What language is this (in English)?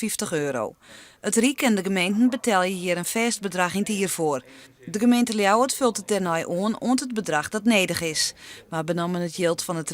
Western Frisian